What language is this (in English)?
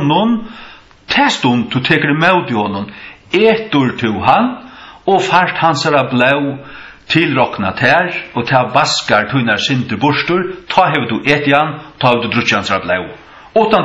Faroese